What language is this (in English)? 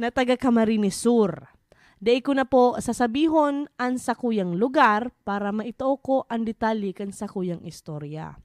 Bikol